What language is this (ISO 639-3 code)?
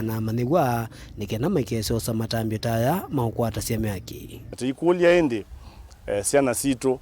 kam